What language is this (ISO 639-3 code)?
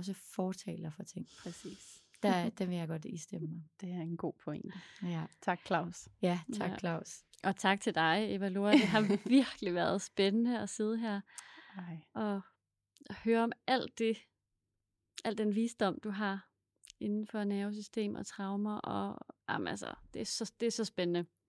dan